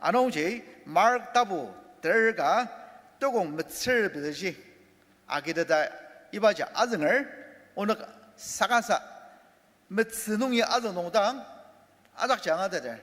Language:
Ao Naga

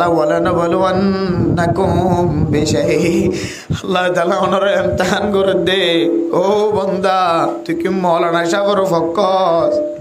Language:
Rohingya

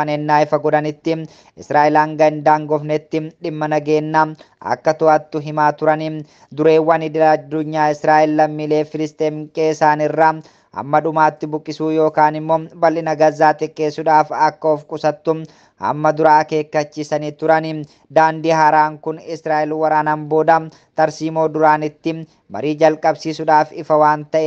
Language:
Oromo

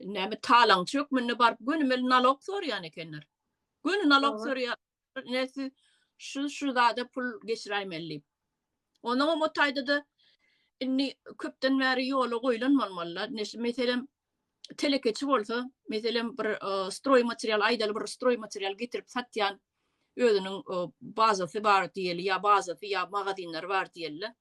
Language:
Turkmen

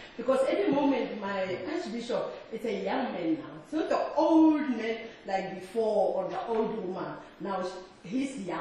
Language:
English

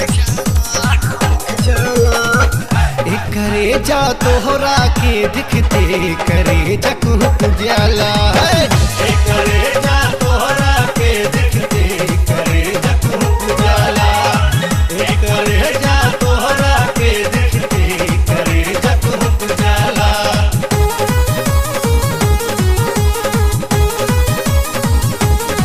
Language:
Bhojpuri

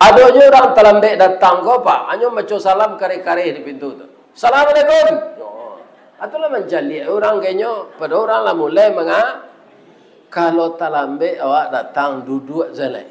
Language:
Minangkabau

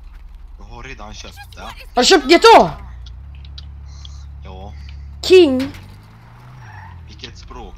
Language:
Swedish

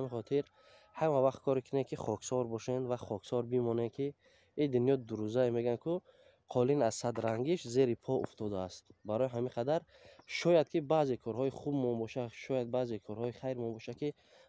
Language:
Tajik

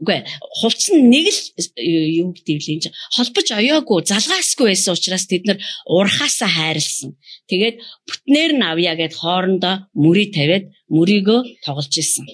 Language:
Mongolian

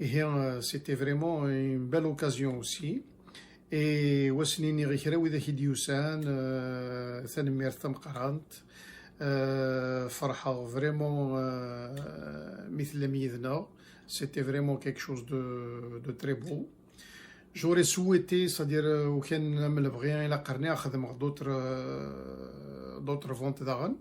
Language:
Kabyle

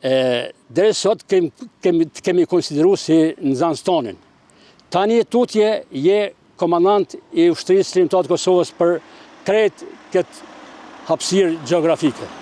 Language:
Albanian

